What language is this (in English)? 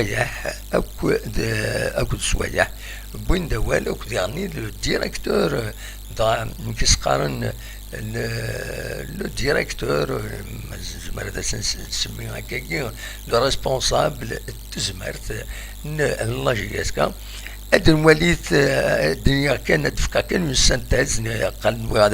Kabyle